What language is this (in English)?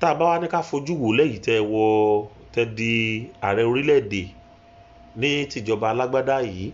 Yoruba